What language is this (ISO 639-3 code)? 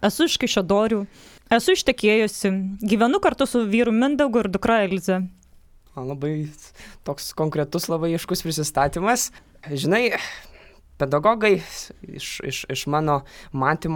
lit